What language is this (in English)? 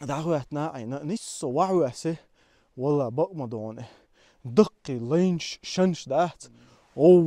Chechen